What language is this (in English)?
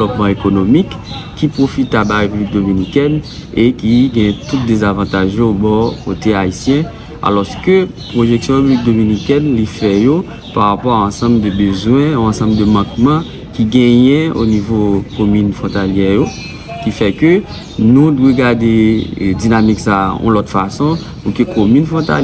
Haitian Creole